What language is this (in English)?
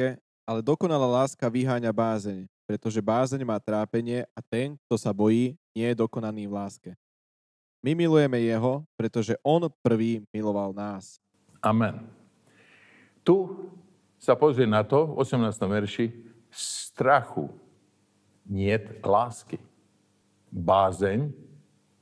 Slovak